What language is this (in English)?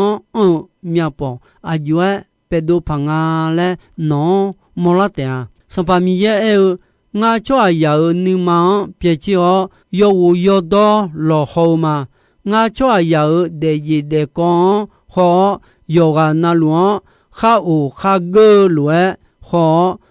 Akha